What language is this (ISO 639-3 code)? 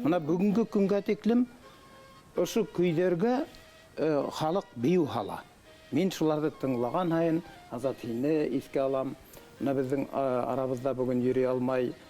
bak